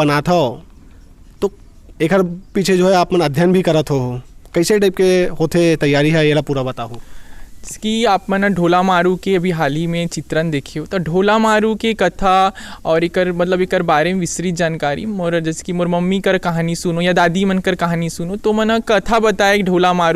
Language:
Chhattisgarhi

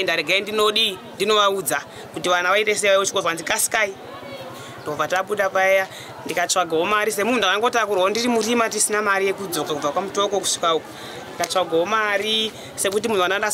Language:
Shona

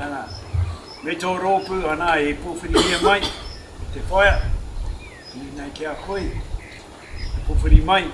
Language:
Māori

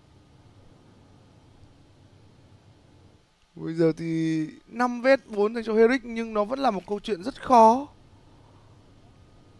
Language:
Vietnamese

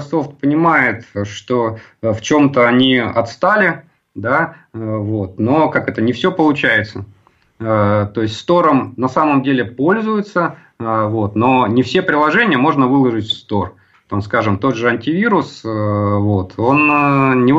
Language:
Russian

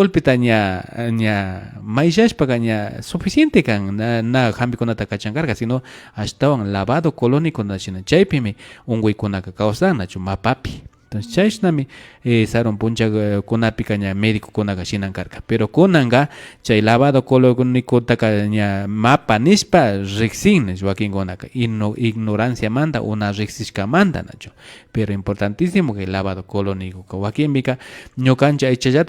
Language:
Imbabura Highland Quichua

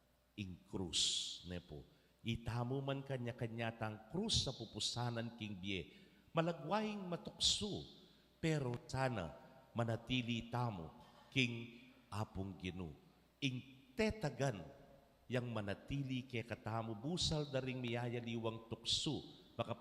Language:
Pampanga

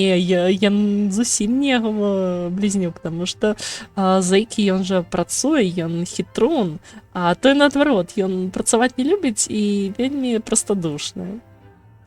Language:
Belarusian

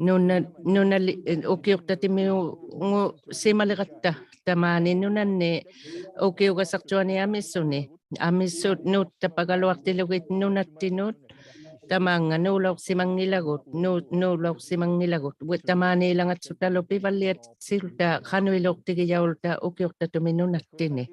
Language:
Inuktitut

